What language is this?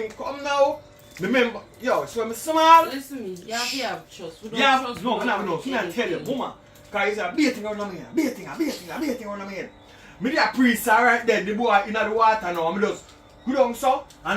Jamaican Creole English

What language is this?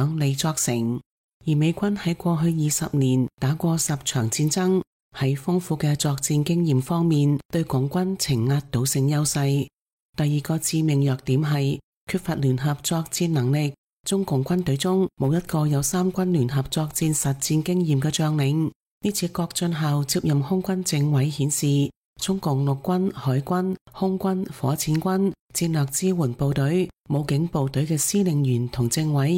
Cantonese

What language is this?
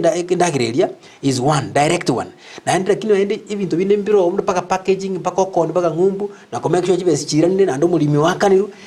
Gusii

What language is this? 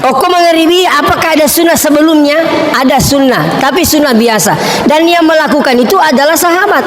Buginese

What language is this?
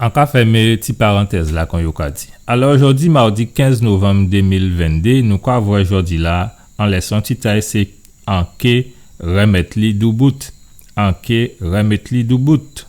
Guadeloupean Creole French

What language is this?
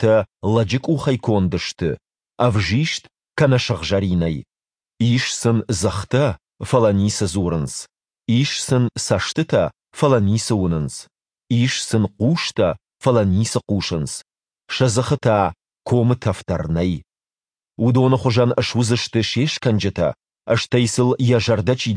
Ossetic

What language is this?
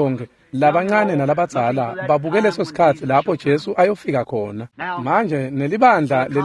Swati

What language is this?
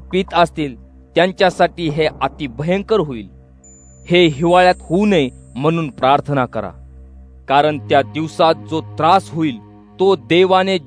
Marathi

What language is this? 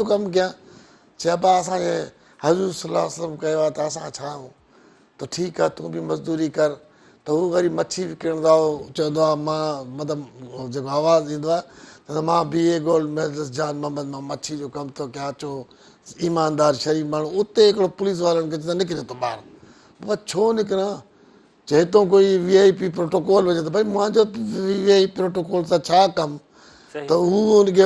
Sindhi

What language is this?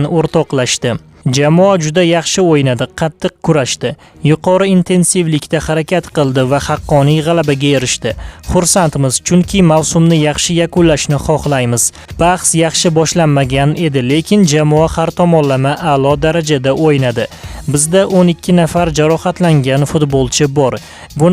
Uzbek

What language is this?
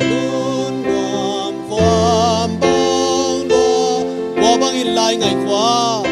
Tedim Chin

